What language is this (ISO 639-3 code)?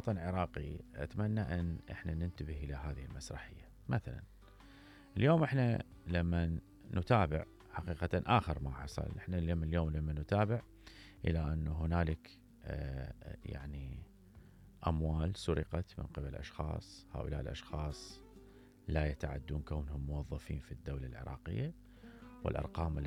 acm